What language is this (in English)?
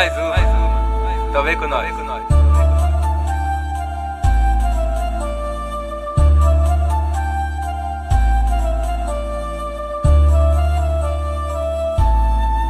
Portuguese